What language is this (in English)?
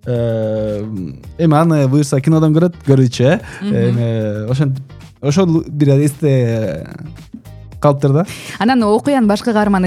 Kyrgyz